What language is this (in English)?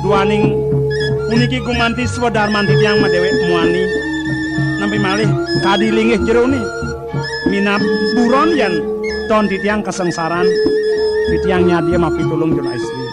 Balinese